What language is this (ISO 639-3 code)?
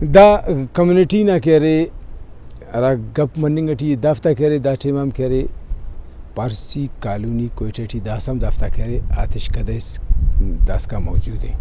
brh